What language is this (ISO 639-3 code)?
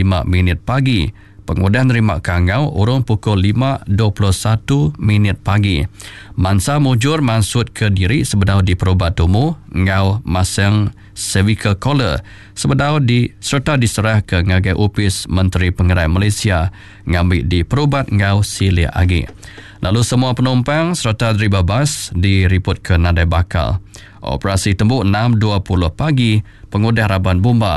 iba